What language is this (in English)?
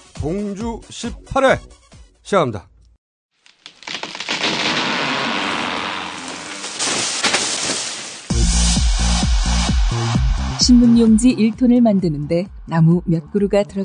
Korean